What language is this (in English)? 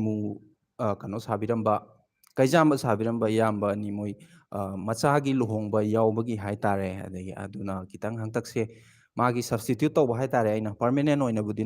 Manipuri